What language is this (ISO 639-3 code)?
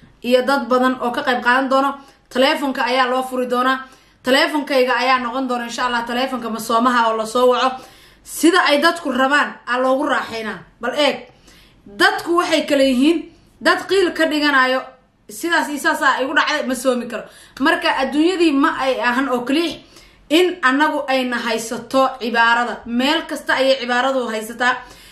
som